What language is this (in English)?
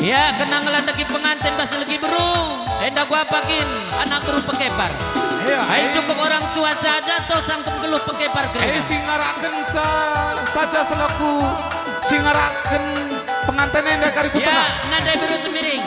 Batak Karo